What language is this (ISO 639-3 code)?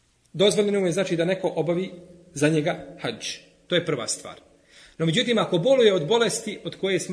bos